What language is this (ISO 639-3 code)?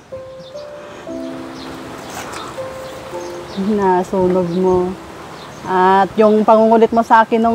fil